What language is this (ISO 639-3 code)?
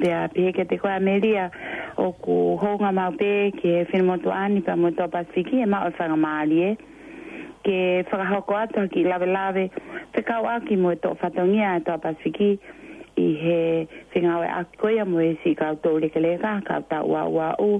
ton